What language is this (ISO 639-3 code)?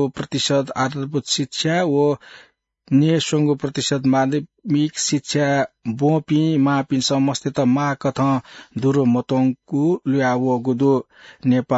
new